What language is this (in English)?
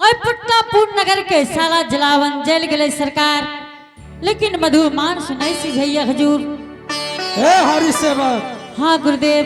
Angika